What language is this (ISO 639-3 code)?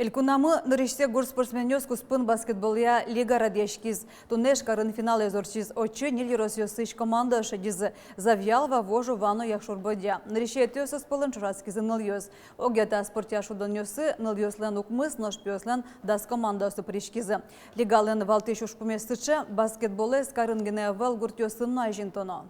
udm